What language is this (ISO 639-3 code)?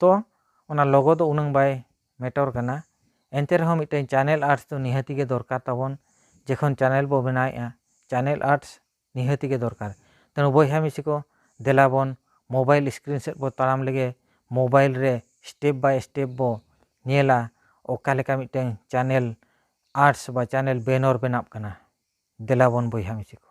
sat